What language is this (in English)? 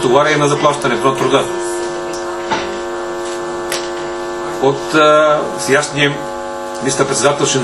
Bulgarian